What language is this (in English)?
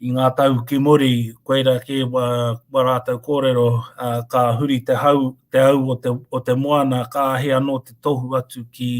Māori